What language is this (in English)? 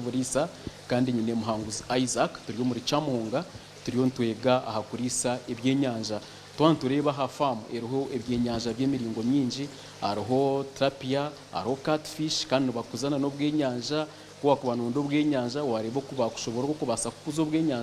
Nyankole